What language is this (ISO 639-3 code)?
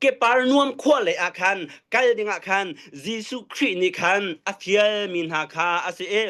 cnh